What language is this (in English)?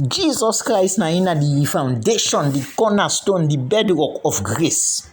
Krio